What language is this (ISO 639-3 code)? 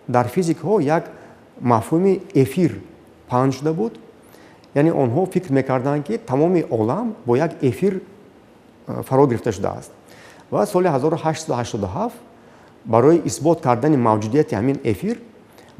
tgk